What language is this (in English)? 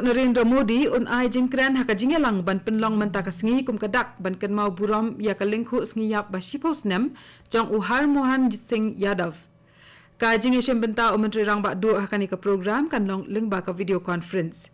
Khasi